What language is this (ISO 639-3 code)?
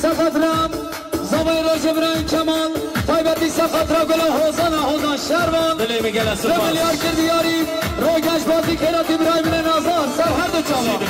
kur